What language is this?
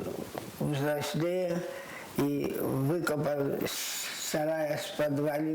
Ossetic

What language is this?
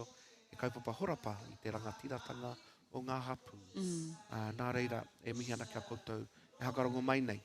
Māori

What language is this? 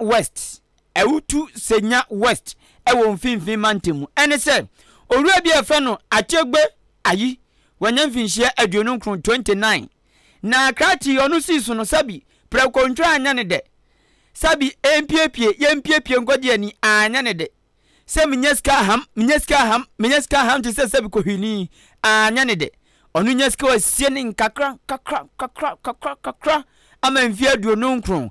Akan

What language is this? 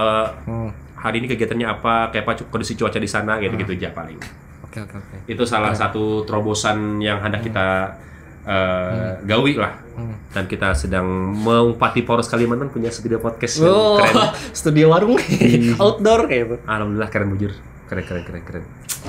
Banjar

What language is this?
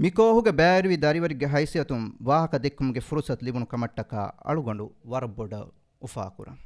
Divehi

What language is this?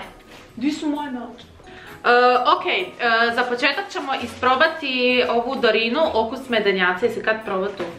Croatian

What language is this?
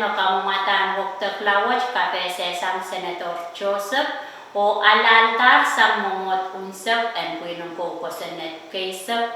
Pohnpeian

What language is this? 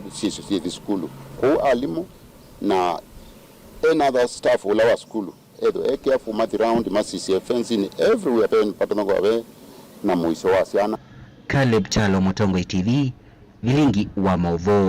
Kamba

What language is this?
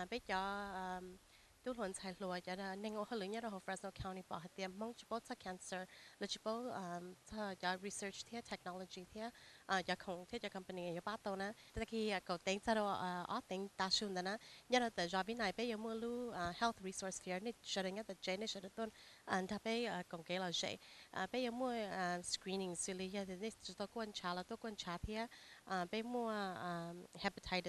Hmong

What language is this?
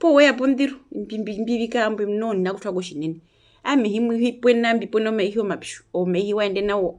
Herero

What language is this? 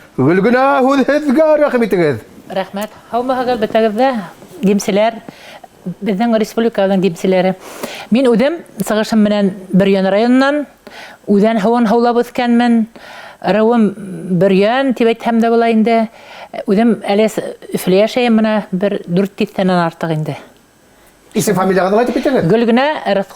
Bashkir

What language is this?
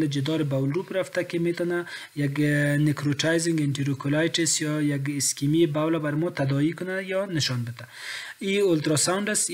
Persian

